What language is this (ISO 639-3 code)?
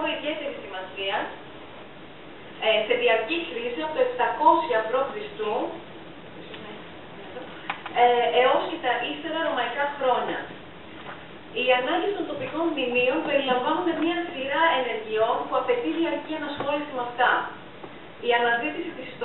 ell